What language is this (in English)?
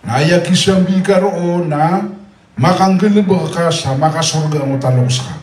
Maranao